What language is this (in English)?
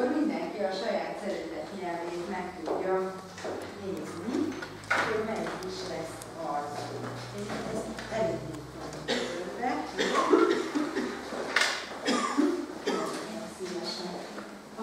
Hungarian